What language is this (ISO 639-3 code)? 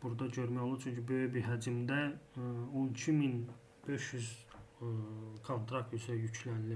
aze